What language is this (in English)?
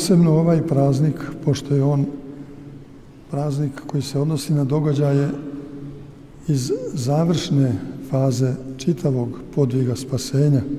Serbian